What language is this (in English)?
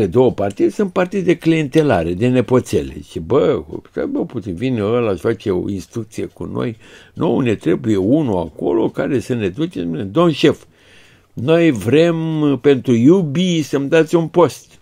Romanian